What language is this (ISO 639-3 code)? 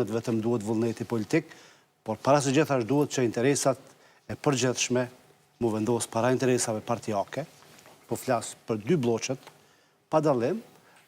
sqi